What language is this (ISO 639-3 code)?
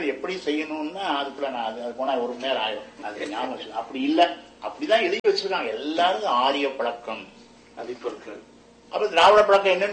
tam